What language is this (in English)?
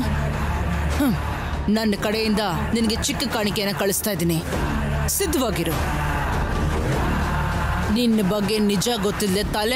Kannada